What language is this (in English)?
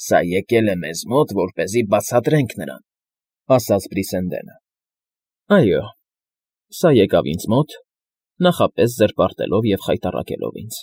Armenian